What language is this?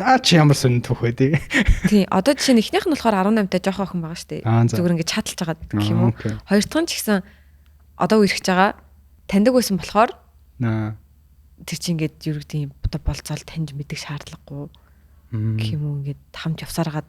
Mongolian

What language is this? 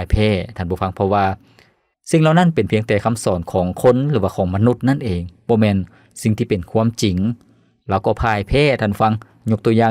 Lao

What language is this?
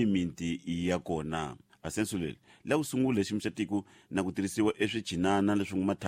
Tsonga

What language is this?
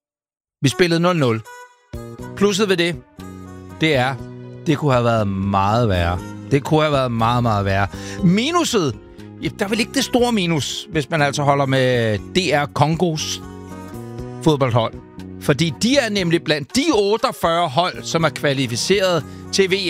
Danish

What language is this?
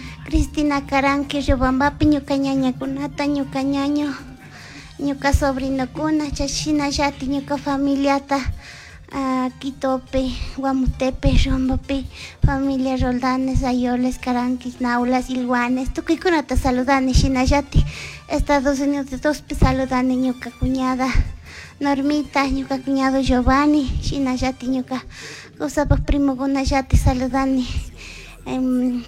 Chimborazo Highland Quichua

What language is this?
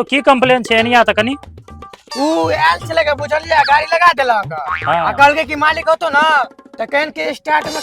Maithili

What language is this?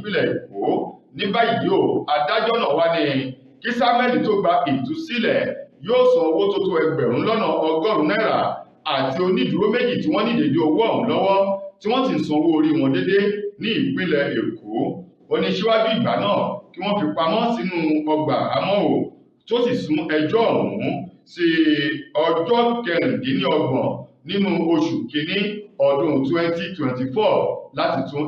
Yoruba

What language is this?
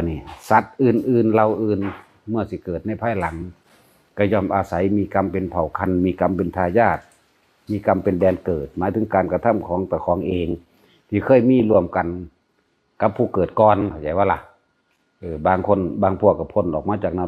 Northeastern Thai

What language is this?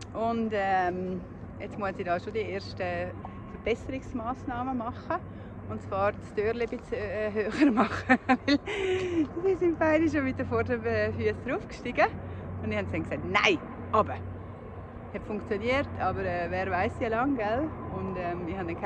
Swiss German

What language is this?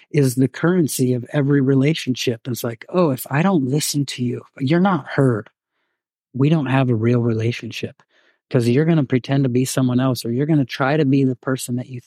English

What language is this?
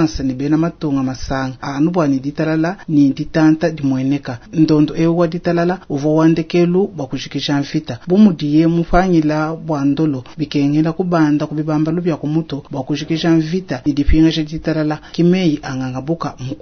Luba-Lulua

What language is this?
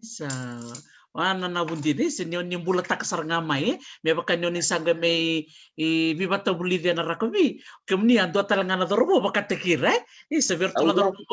Fijian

